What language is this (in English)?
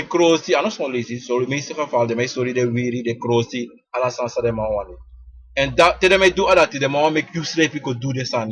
Sranan Tongo